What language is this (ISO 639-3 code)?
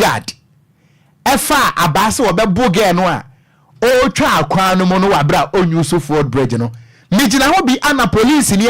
aka